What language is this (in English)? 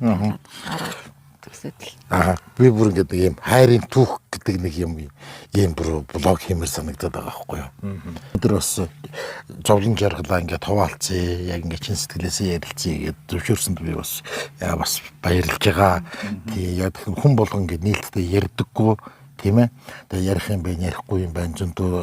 Mongolian